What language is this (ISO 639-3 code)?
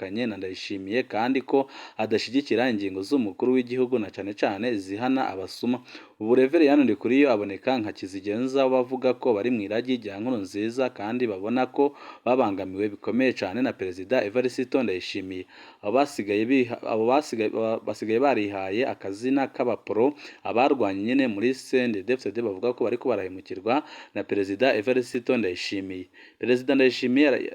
run